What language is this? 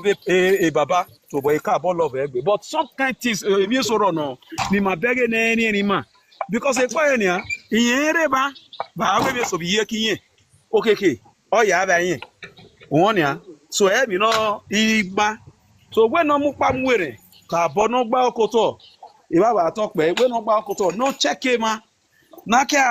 Nigerian Pidgin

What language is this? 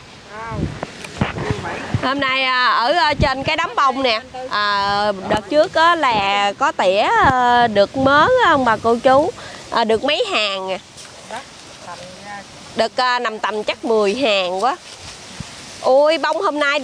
Vietnamese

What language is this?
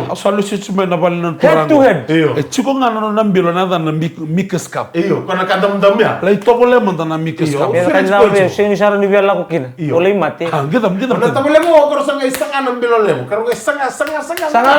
Fijian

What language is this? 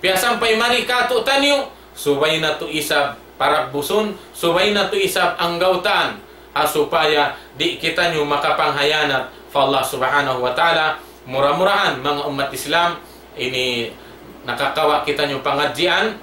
Tausug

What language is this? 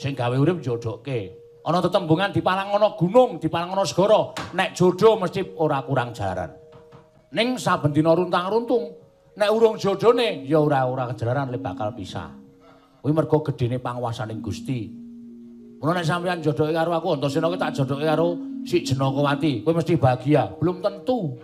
Javanese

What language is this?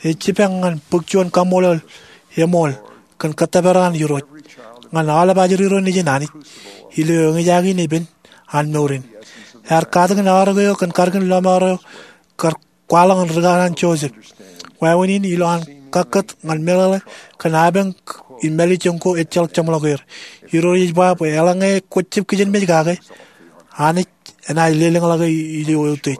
Marshallese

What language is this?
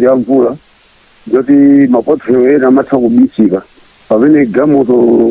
Nyanja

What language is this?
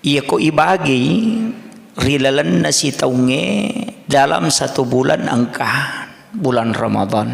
Buginese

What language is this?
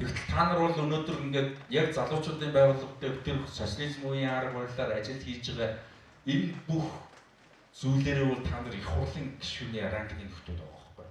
Mongolian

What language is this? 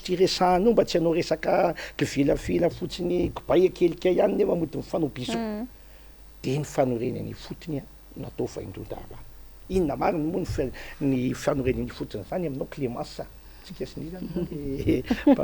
Malagasy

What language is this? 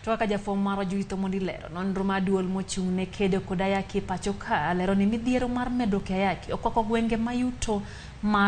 Luo (Kenya and Tanzania)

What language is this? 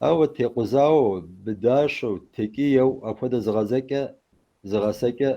Kabardian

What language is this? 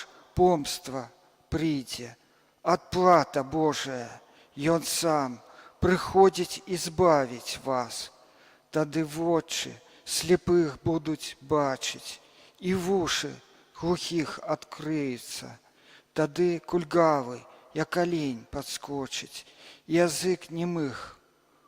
Belarusian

